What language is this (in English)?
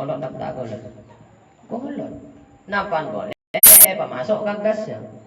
Madurese